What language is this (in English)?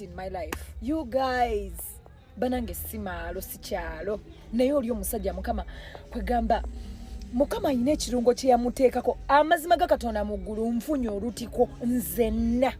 Ganda